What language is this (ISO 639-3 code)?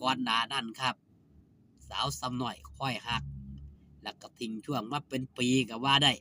tts